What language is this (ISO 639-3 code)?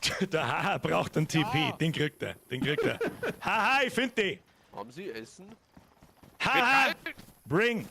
bar